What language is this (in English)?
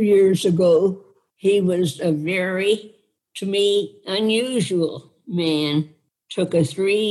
English